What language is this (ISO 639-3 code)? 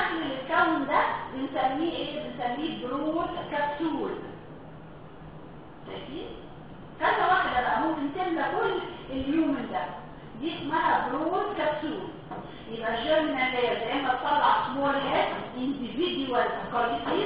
arz